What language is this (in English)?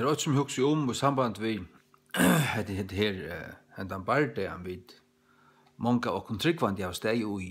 Faroese